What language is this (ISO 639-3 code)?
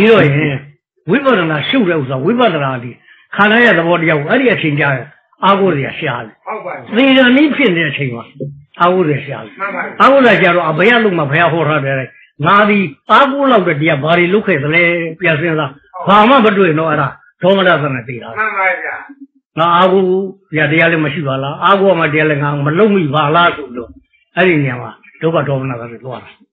mya